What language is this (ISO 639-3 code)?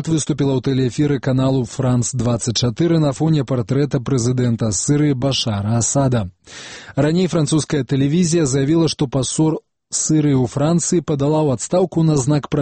bel